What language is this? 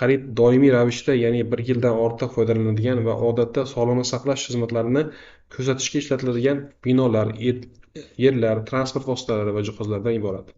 Uzbek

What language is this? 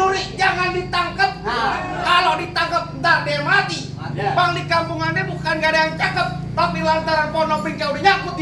Betawi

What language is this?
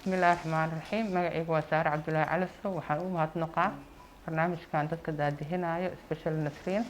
Somali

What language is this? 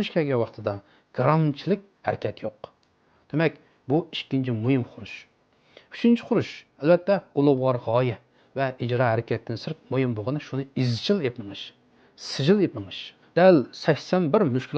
Uyghur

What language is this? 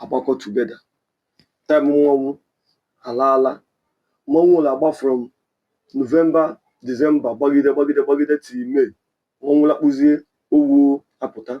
Igbo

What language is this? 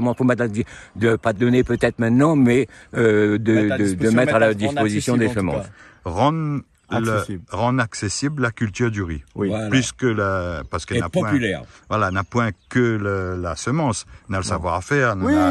Réunion Creole French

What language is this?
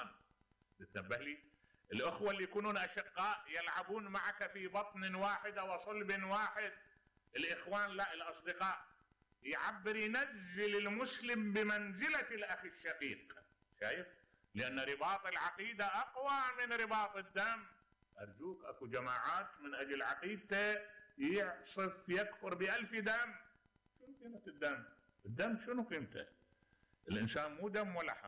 Mesopotamian Arabic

